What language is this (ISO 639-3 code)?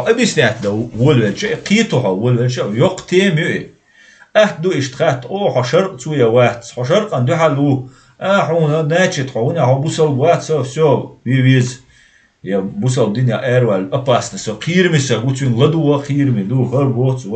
che